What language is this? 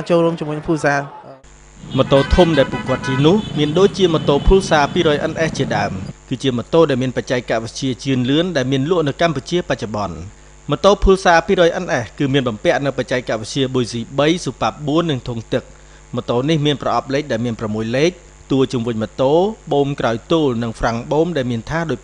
Khmer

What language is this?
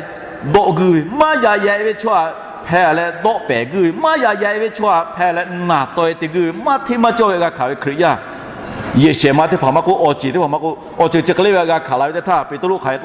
Lahu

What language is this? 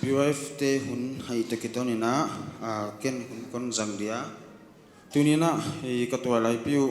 Paite Chin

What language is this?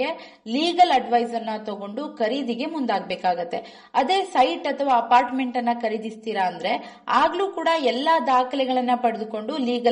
Kannada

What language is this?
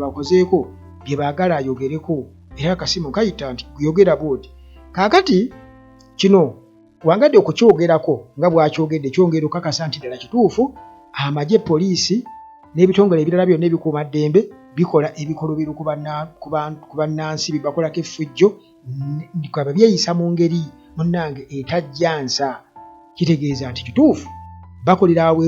Ganda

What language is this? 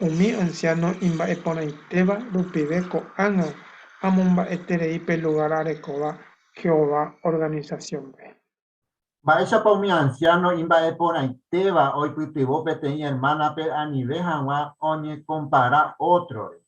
Guarani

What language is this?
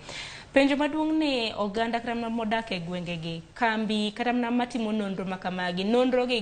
Luo (Kenya and Tanzania)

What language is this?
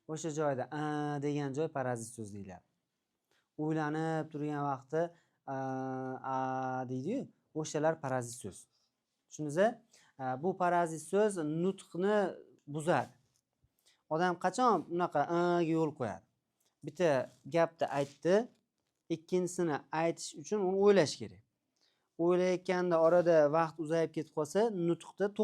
Uzbek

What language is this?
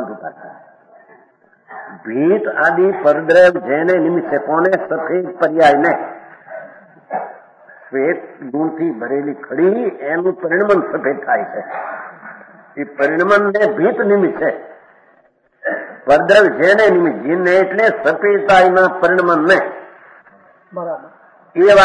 Gujarati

